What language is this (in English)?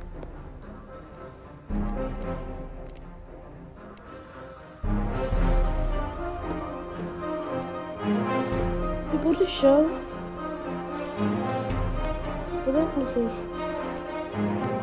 Turkish